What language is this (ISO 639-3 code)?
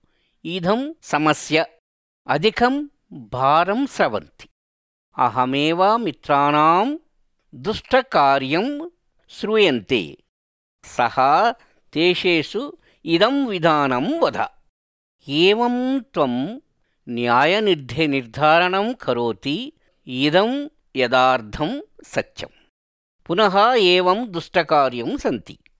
san